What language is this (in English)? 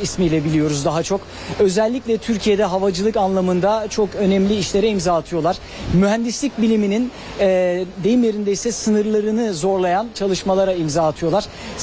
Turkish